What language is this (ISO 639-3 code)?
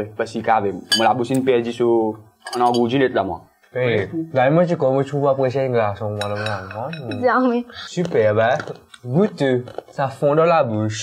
mfe